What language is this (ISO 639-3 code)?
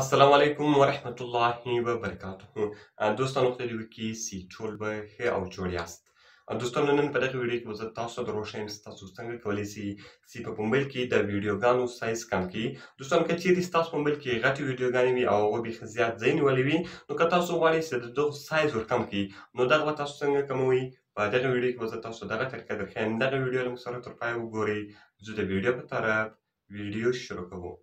pus